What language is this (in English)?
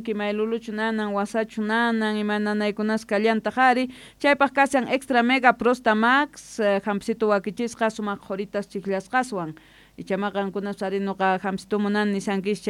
South Bolivian Quechua